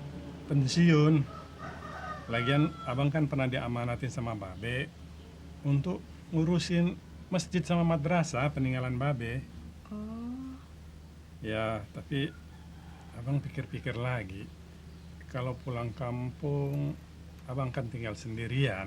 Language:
Betawi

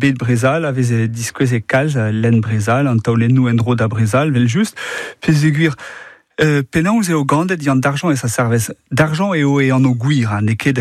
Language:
Breton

